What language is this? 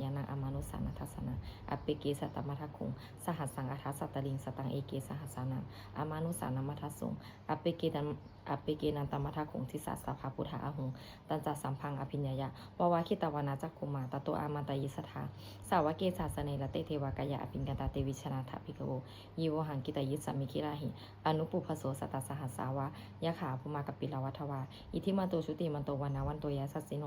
Pali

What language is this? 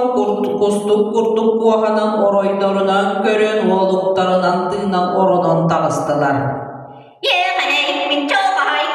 Yakut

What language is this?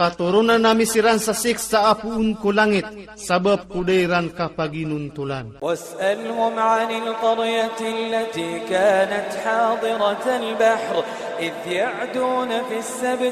Maranao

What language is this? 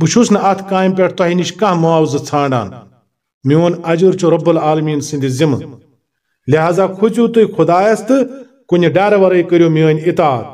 Kashmiri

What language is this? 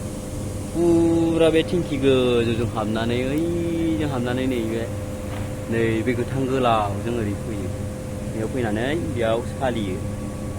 Bodo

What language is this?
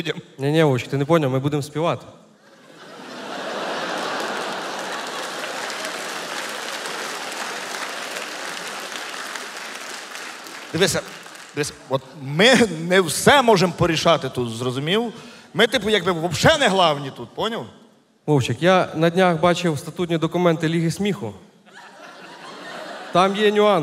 Ukrainian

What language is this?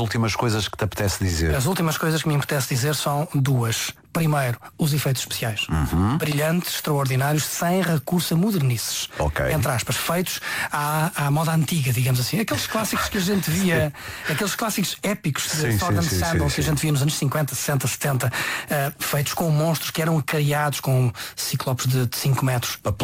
Portuguese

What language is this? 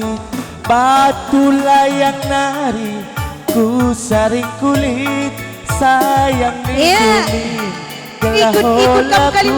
Batak Karo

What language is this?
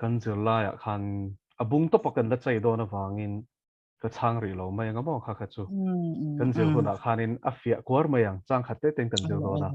Mizo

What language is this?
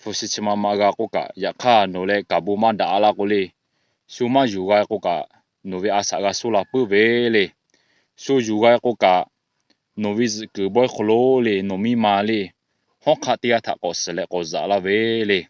Lahu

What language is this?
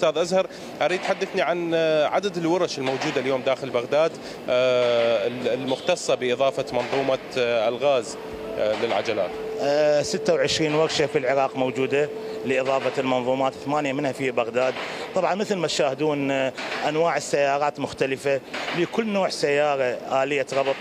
Mesopotamian Arabic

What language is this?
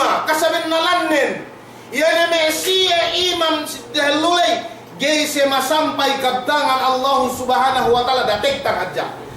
Yakan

